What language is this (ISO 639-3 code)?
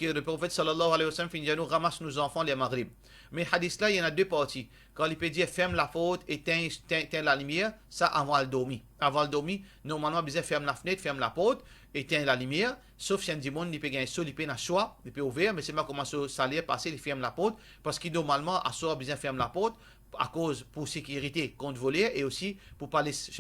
mfe